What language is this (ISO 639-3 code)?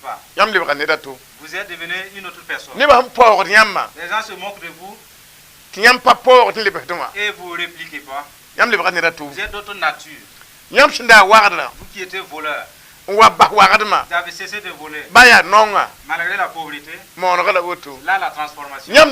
mos